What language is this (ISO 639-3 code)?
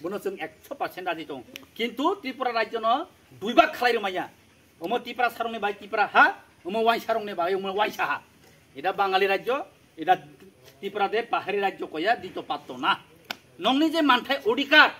trp